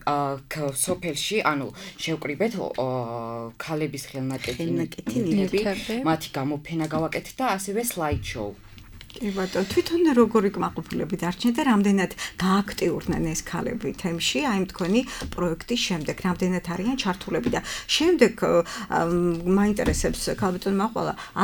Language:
Georgian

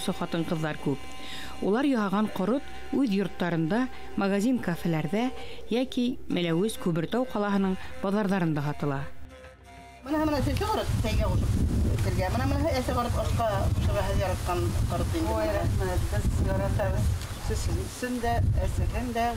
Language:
Bashkir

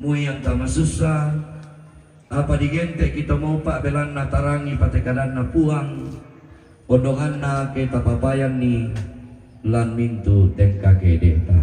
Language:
Toraja-Sa'dan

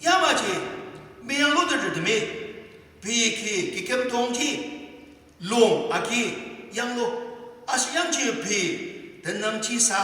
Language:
Ao Naga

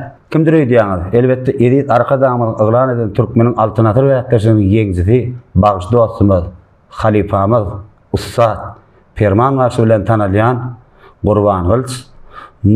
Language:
Turkmen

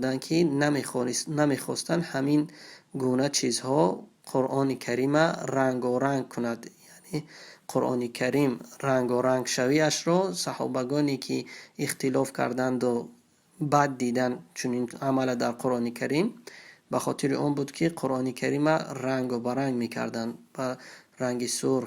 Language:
Tajik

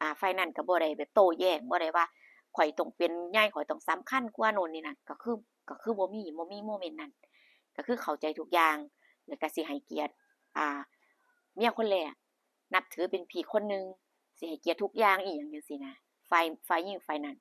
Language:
Northeastern Thai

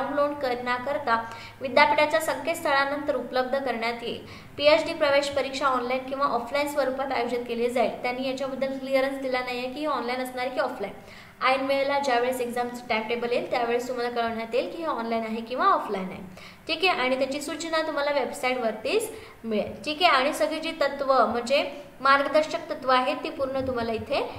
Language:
Marathi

